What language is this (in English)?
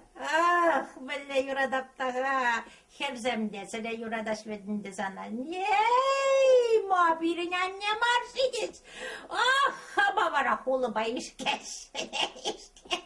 Chuvash